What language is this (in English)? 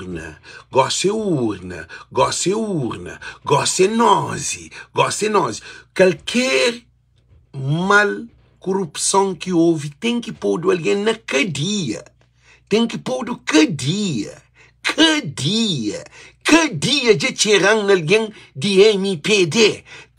Kabuverdianu